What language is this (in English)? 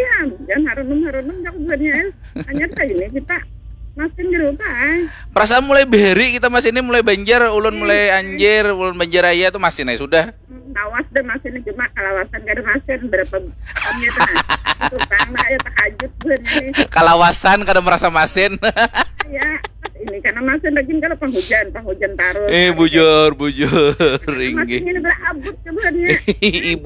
Banjar